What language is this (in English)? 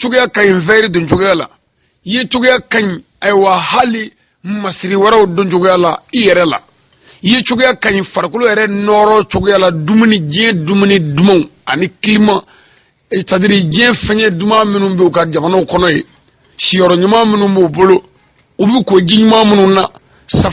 Bambara